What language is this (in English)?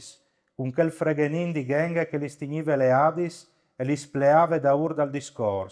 Friulian